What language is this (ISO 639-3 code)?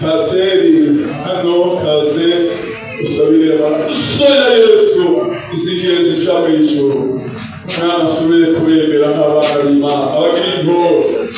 run